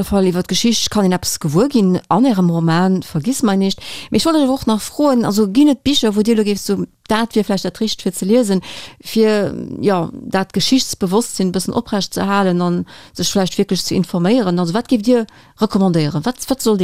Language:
Luxembourgish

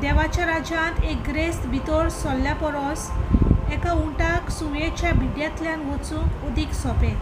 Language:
Konkani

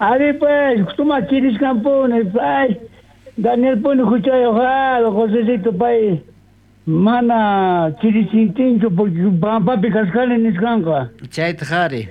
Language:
South Bolivian Quechua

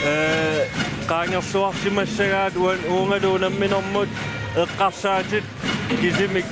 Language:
Kalaallisut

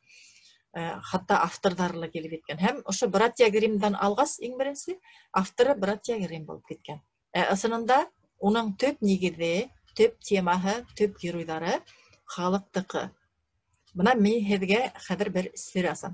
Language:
Bashkir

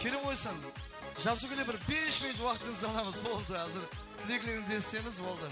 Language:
Kara-Kalpak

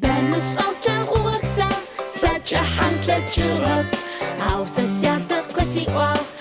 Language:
Adyghe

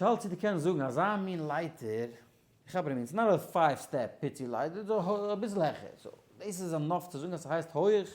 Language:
Yiddish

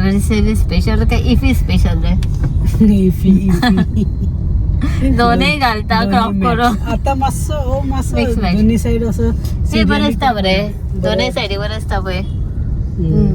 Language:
Konkani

